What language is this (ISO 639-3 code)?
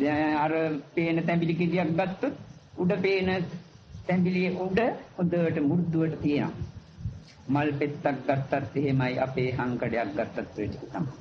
sin